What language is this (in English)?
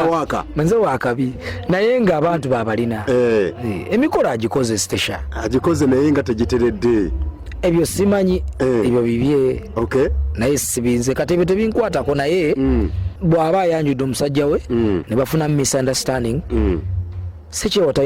Ganda